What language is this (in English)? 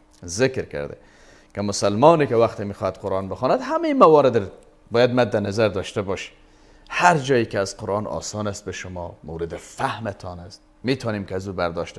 Persian